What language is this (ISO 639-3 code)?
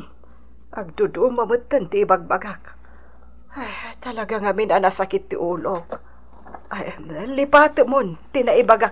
ilo